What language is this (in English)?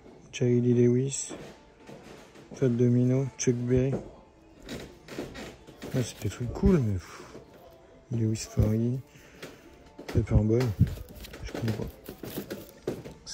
French